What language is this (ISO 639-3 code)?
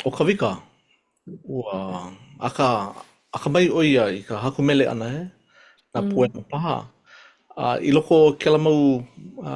haw